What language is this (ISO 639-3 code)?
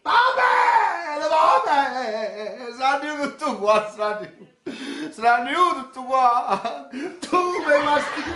nap